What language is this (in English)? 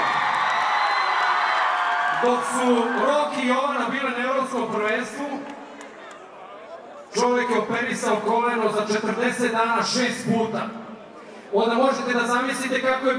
Serbian